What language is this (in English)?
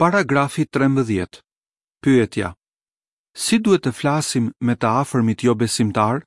Albanian